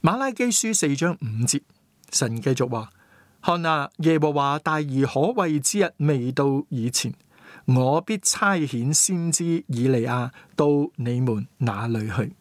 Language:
Cantonese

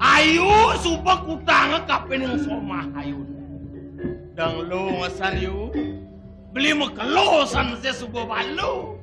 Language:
Balinese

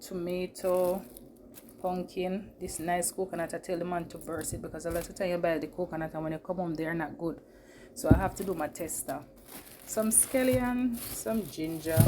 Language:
Jamaican Creole English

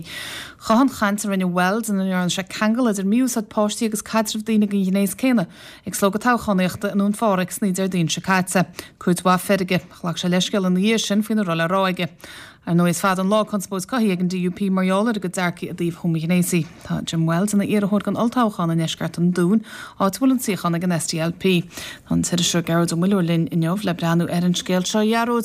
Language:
Irish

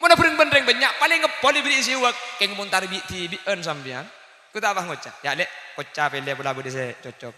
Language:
Madurese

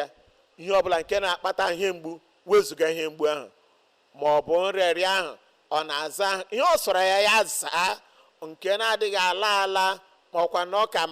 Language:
Igbo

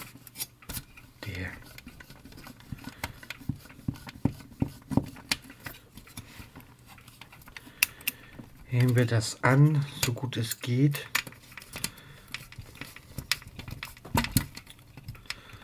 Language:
German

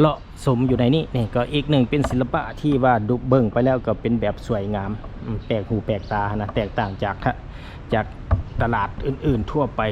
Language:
Lao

